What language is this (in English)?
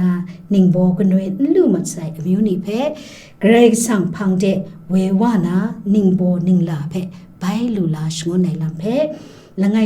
Kachin